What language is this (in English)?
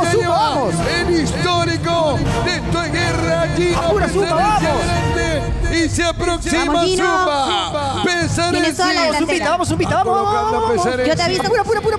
Spanish